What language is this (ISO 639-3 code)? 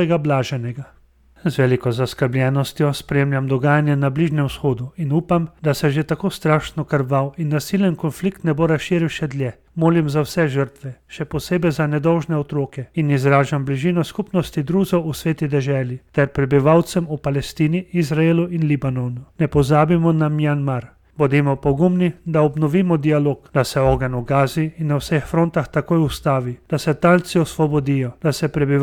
slv